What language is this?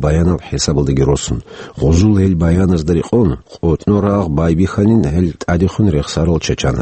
Avaric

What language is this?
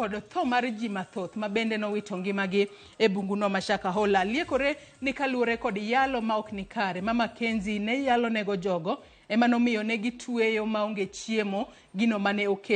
Luo (Kenya and Tanzania)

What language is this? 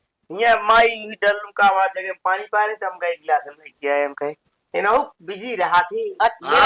Awadhi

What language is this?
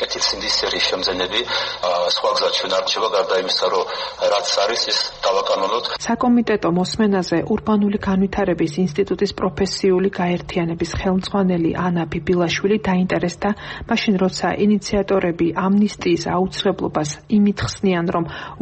Georgian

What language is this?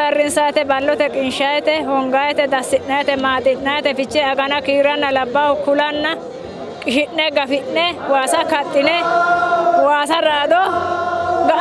Sidamo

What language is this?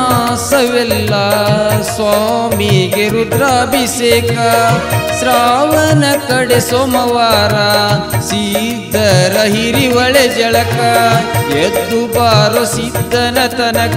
Kannada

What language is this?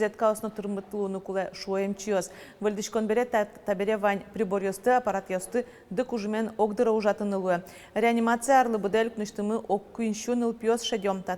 Udmurt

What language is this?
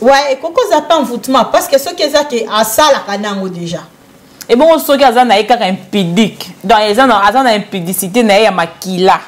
Lingala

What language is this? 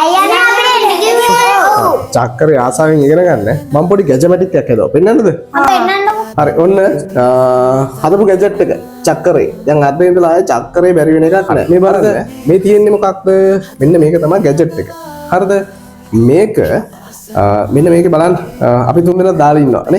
Sinhala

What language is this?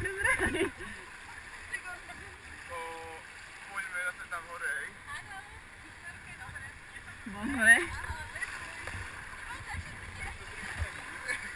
Slovak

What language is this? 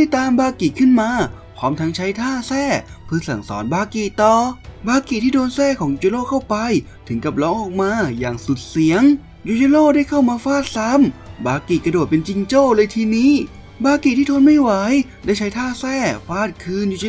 Thai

